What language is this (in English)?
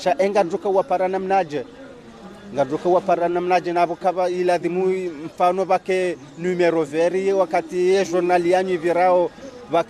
Ngazidja Comorian